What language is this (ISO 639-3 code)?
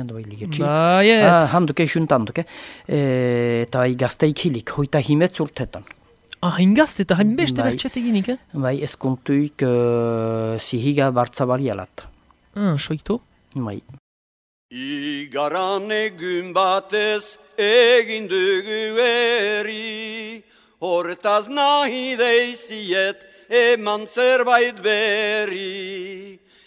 eus